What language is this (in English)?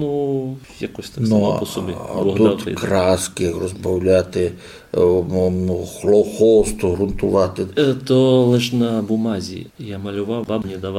Rusyn